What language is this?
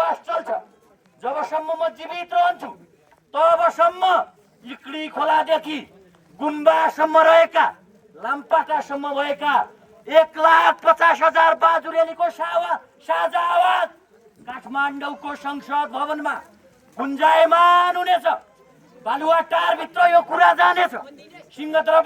Nepali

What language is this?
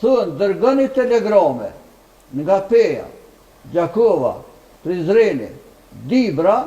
Albanian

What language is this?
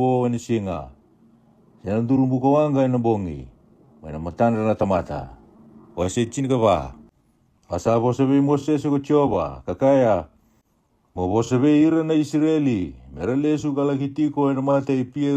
Fijian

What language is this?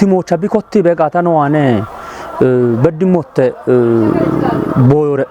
Kafa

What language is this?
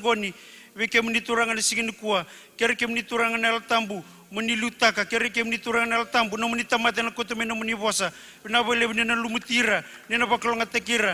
Fijian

